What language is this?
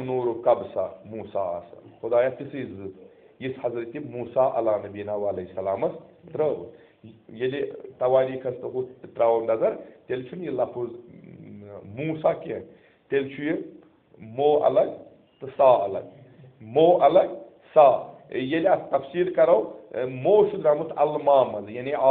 Kashmiri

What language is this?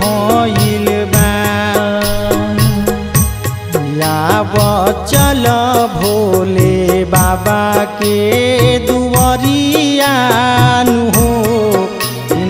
Bhojpuri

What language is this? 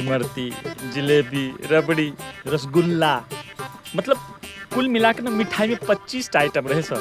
Maithili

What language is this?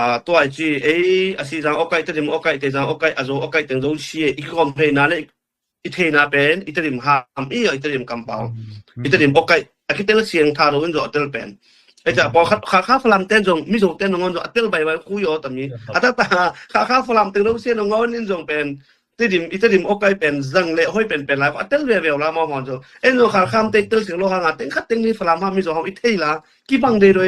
Tedim Chin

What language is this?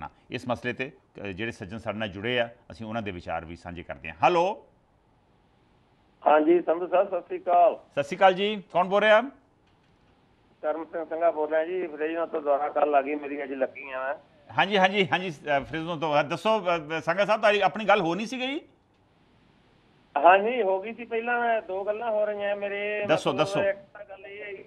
Punjabi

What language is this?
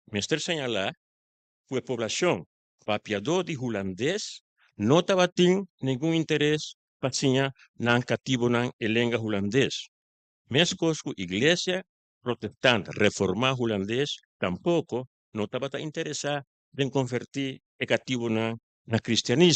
Papiamento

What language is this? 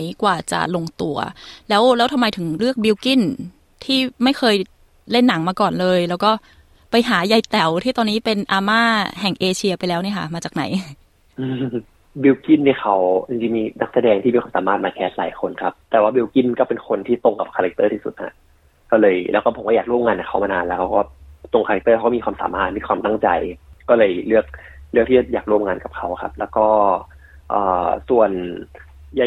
Thai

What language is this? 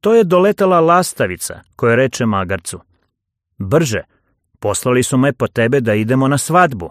Serbian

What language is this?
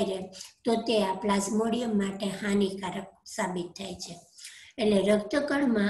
Gujarati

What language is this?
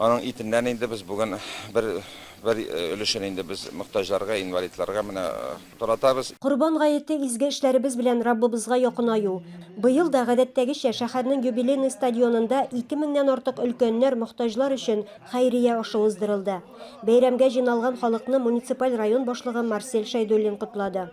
Tatar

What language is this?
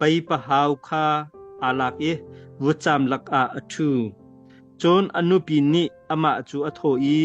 Hakha Chin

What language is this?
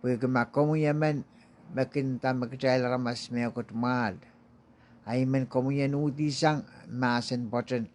Pohnpeian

